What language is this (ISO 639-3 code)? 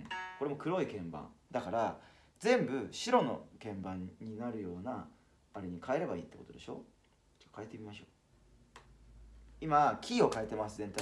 jpn